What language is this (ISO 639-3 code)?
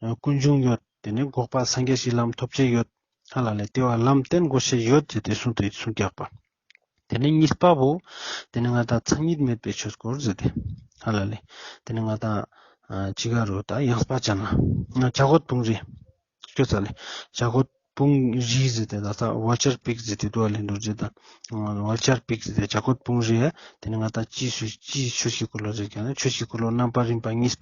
lbj